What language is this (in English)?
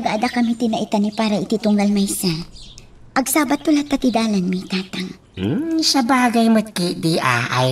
Iloko